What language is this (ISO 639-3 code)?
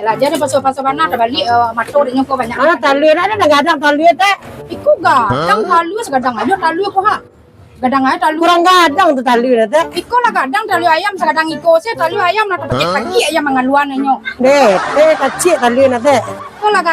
min